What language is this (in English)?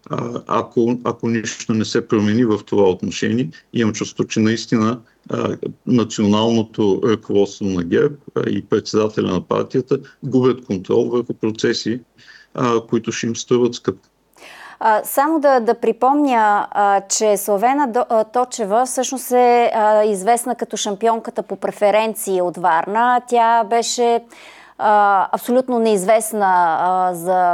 Bulgarian